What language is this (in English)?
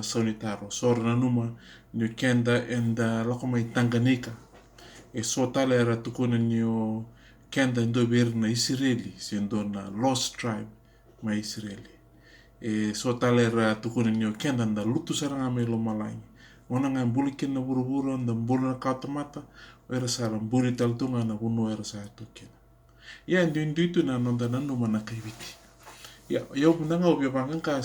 Fijian